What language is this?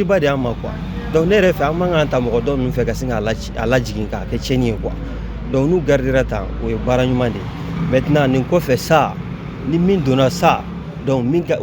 Bambara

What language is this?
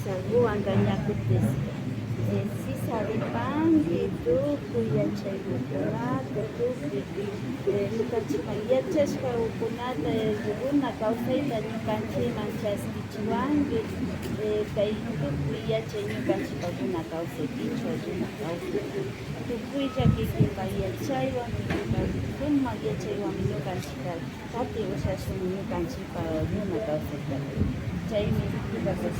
Imbabura Highland Quichua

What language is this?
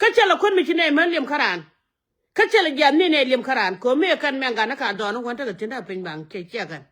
Nuer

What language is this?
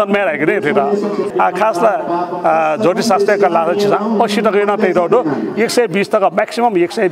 Newari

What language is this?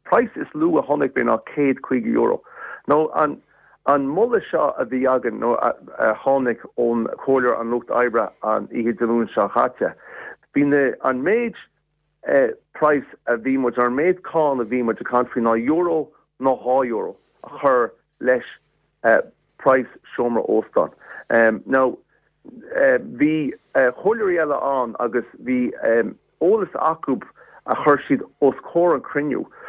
Irish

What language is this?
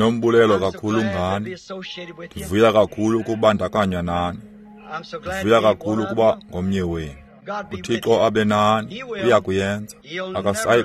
Xhosa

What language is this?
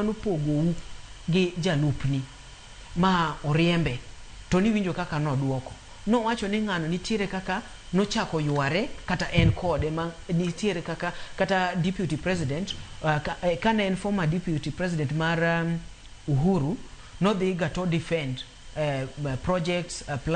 Luo (Kenya and Tanzania)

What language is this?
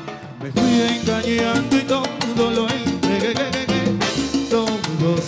Spanish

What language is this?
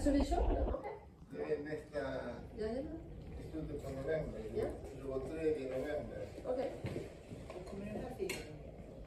Swedish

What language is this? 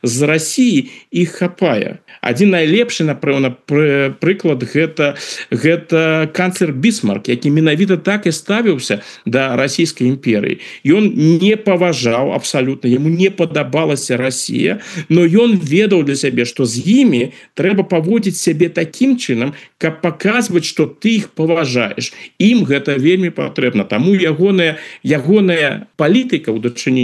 Belarusian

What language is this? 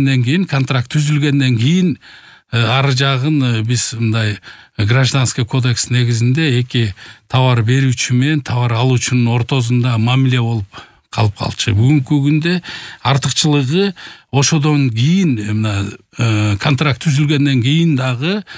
Kyrgyz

